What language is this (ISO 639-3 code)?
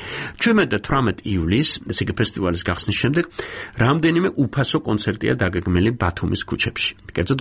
kat